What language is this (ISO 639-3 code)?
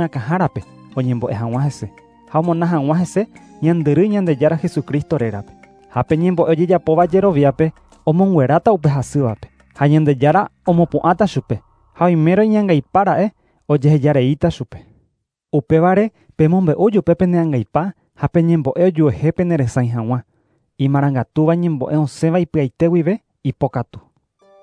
grn